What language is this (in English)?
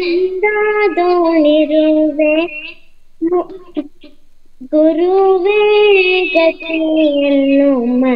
Kannada